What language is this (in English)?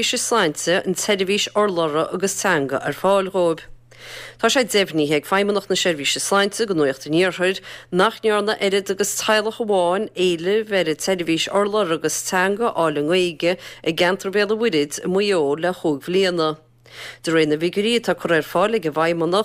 Irish